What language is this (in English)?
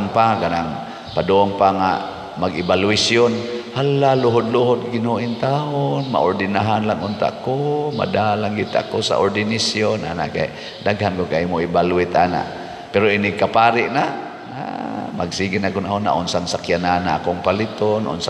Cebuano